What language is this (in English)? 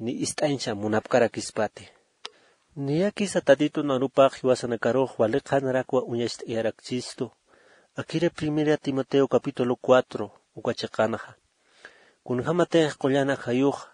Aymara